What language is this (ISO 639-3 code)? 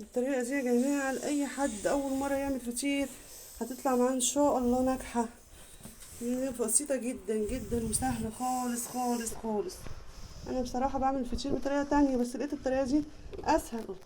arz